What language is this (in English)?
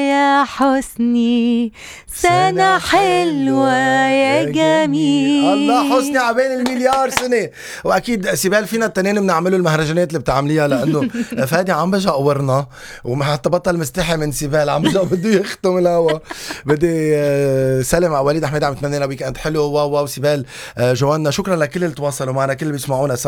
North Levantine Arabic